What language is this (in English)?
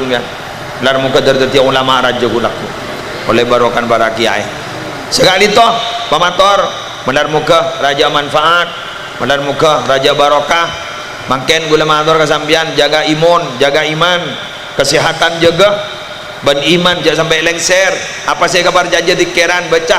Madurese